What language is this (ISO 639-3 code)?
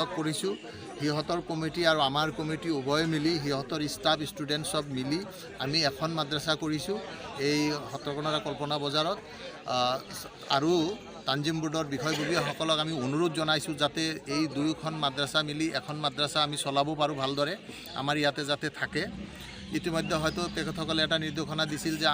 asm